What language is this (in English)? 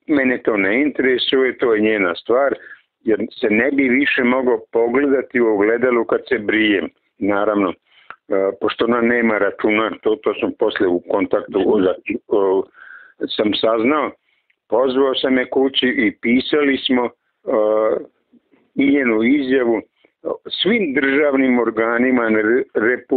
Serbian